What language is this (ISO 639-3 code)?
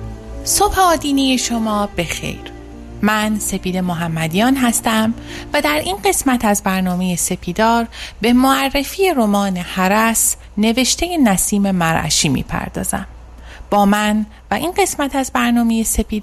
fas